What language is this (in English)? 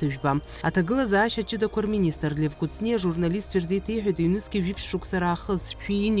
Abkhazian